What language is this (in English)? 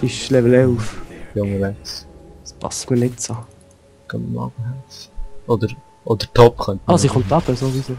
Swiss German